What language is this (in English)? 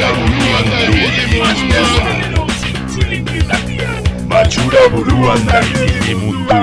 Basque